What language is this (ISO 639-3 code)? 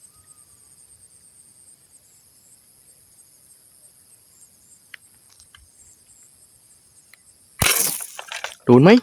lao